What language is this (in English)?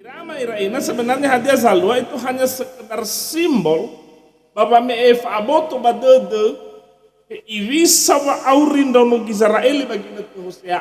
Nias